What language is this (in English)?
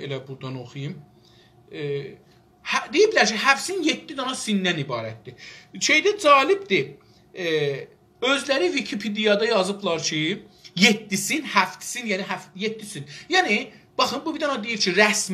South Azerbaijani